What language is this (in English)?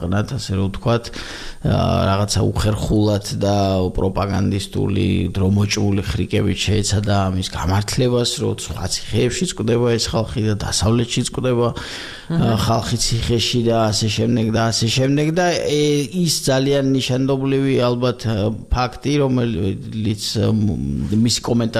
Georgian